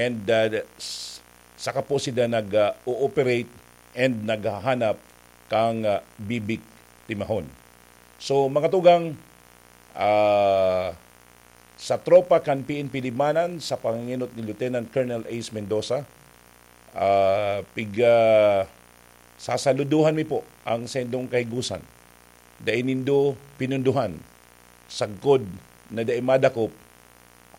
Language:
Bikol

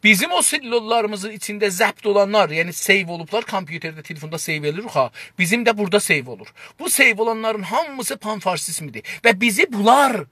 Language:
South Azerbaijani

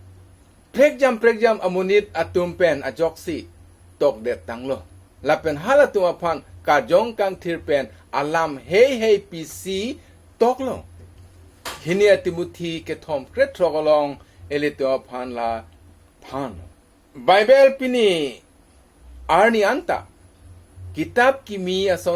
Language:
Karbi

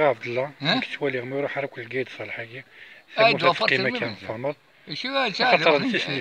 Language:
Kabyle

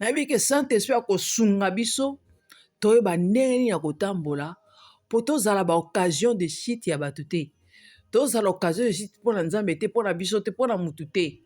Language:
Lingala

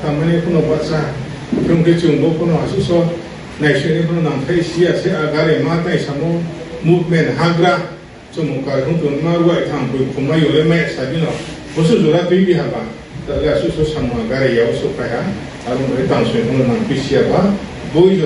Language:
Riang (India)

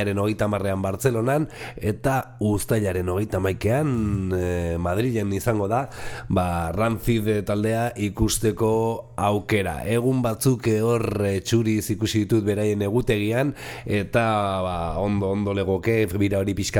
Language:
Basque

